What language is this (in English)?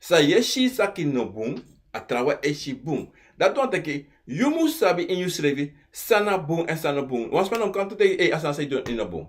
Sranan Tongo